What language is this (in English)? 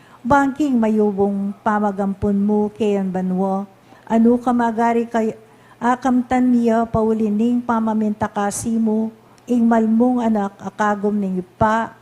Pampanga